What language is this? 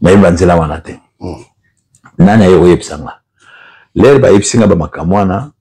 Lingala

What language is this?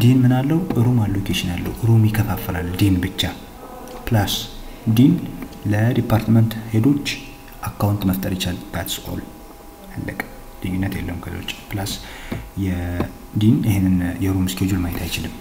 Amharic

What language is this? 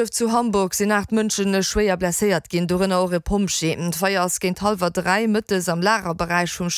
Luxembourgish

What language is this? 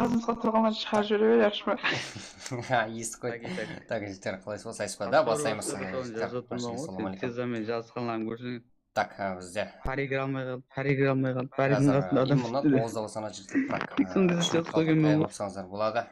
Kara-Kalpak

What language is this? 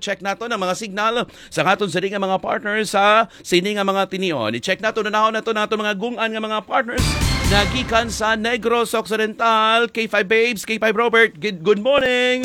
Hiligaynon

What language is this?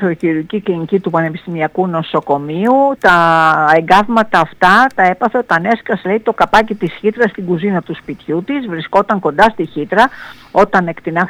Greek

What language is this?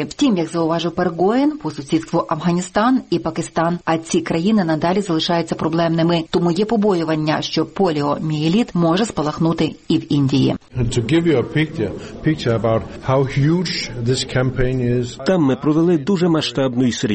Ukrainian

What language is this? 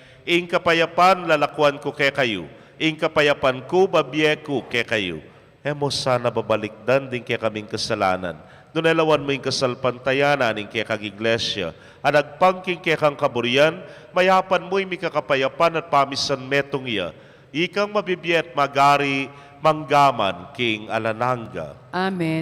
Pampanga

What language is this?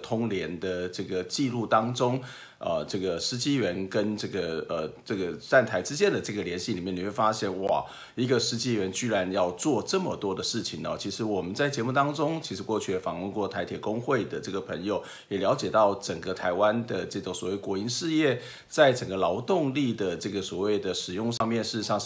Chinese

